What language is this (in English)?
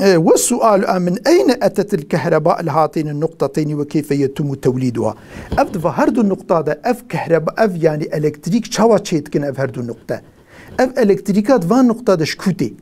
Kurdish